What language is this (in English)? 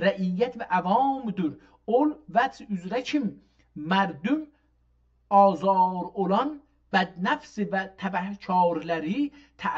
South Azerbaijani